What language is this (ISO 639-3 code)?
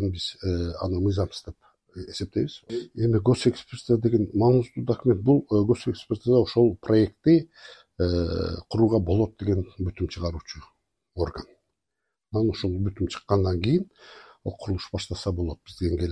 kir